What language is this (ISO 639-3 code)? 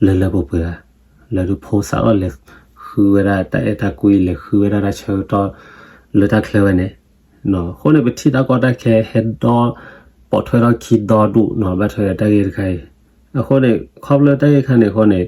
ksw